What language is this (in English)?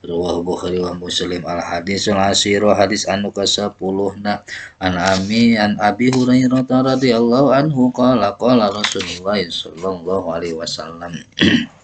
Sundanese